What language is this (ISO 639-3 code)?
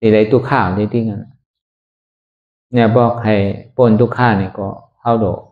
shn